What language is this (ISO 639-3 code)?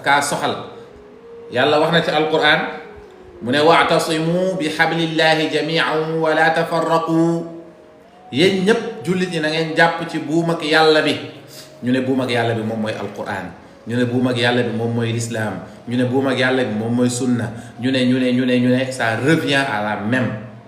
wol